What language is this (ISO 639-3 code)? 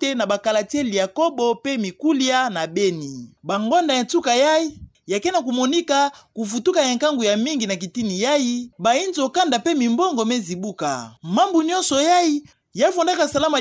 ktu